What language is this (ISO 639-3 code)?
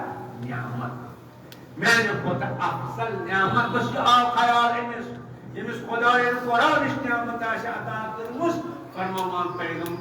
kas